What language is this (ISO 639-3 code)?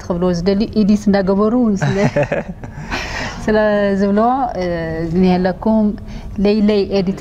tir